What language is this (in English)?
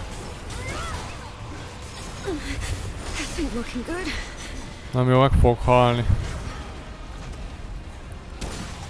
Hungarian